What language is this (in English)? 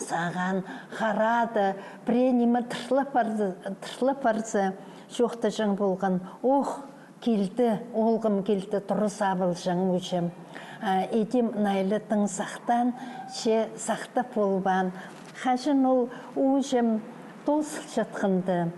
Khakas